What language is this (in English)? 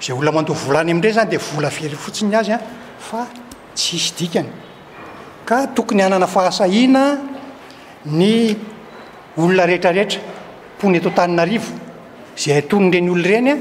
Malagasy